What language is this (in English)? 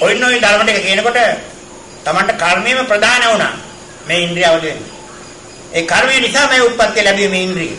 Sinhala